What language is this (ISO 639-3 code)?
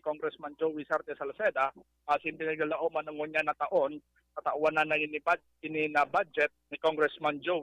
bik